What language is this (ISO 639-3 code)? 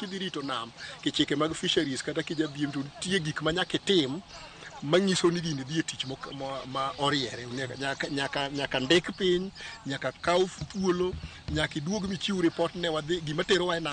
luo